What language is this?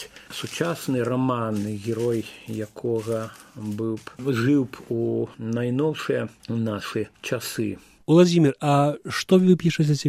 Belarusian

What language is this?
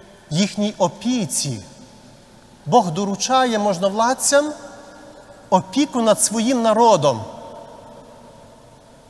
Ukrainian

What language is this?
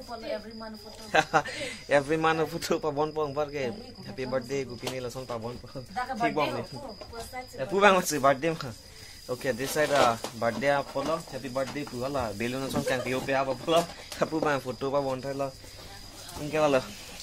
Karbi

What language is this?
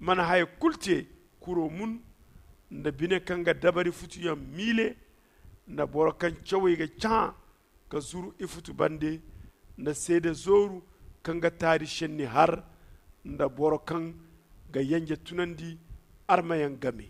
Zarma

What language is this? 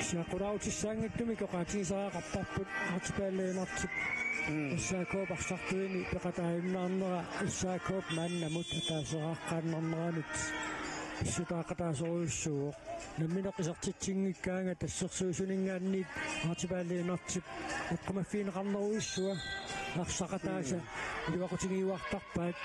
Kalaallisut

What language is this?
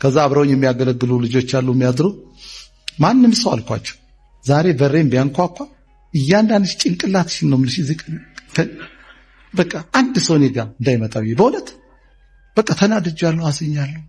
Amharic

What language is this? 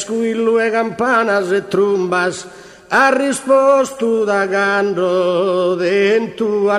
Sardinian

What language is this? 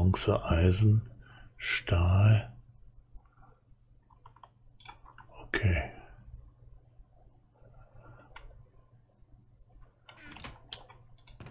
German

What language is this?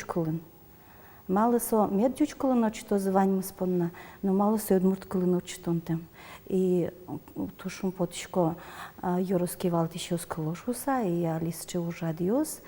Udmurt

